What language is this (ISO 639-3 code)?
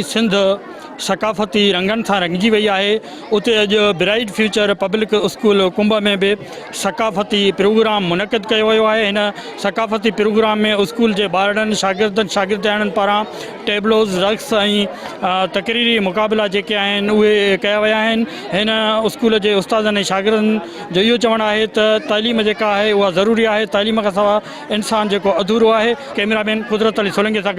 snd